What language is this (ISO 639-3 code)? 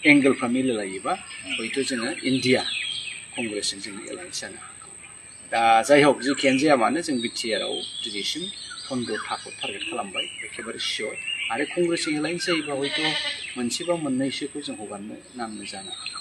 brx